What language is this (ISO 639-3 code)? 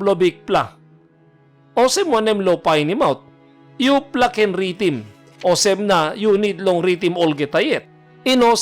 tpi